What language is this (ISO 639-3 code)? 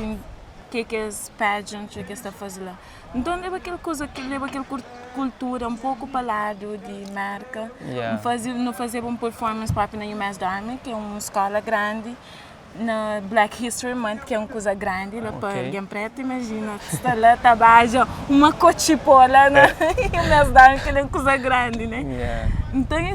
kea